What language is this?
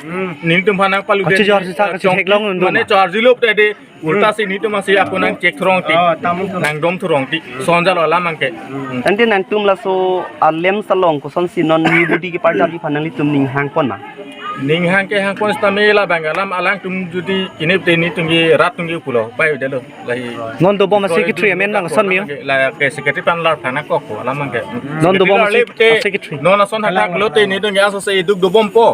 Karbi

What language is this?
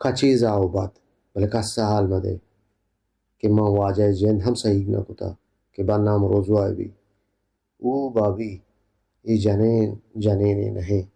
Baluchi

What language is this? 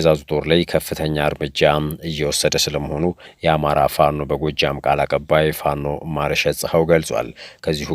Amharic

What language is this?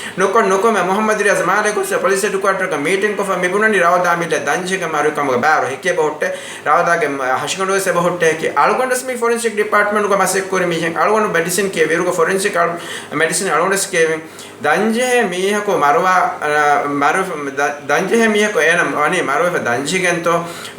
Divehi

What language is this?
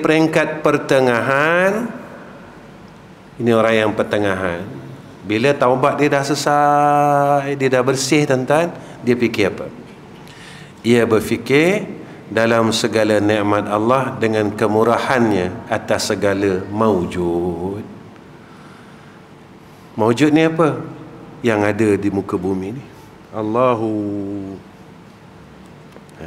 Malay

